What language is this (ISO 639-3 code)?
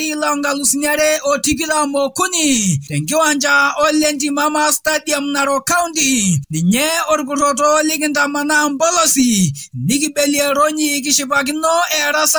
mas